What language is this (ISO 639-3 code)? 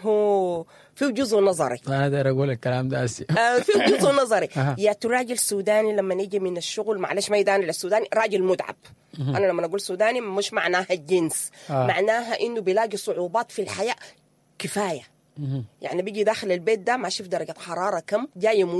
apd